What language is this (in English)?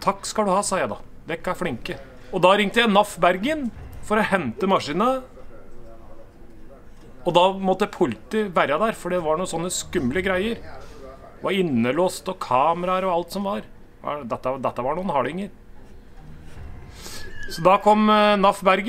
Norwegian